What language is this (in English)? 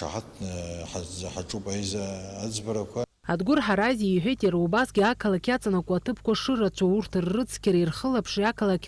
Abkhazian